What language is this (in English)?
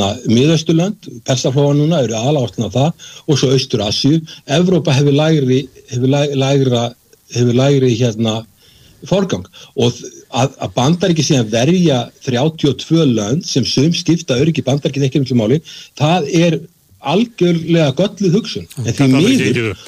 Icelandic